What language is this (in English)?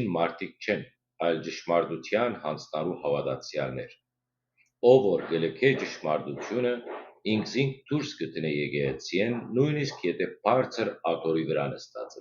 Western Armenian